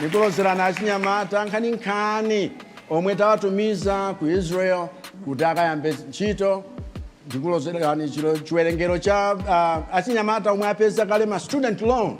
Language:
Nyanja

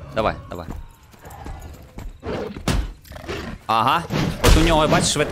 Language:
Ukrainian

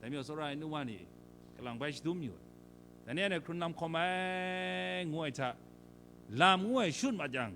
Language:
Kachin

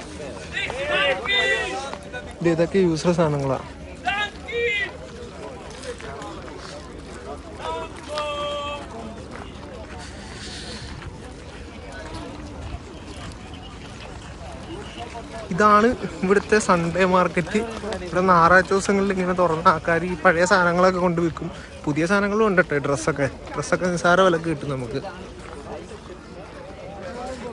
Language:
Malayalam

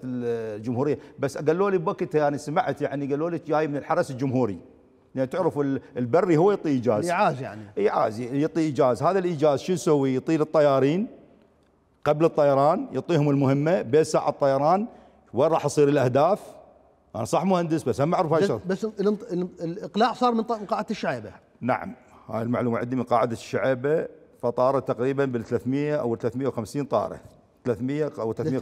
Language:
Mesopotamian Arabic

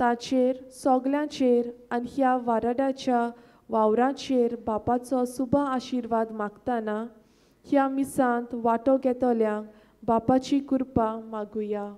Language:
Konkani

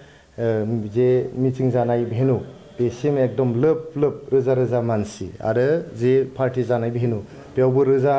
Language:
Bodo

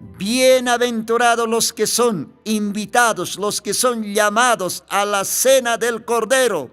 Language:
Aymara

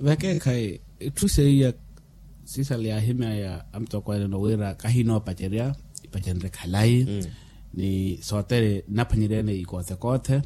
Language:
Makhuwa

